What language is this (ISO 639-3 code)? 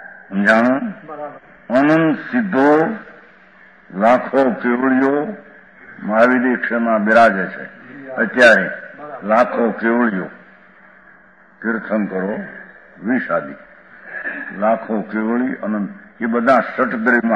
guj